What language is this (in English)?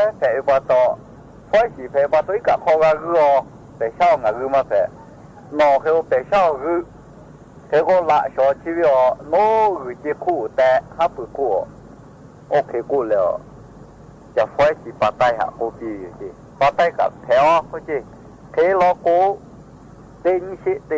Lahu